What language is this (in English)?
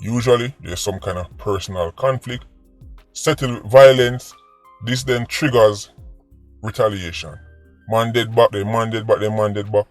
Jamaican Creole English